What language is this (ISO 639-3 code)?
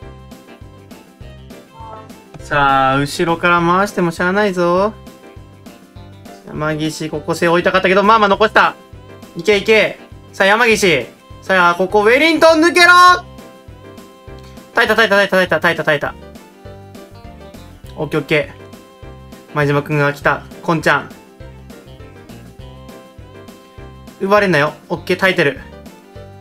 jpn